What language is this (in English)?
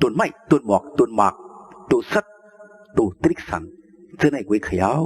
Shan